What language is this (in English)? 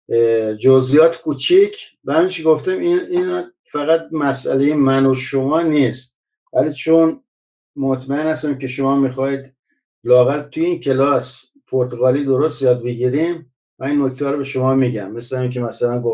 Persian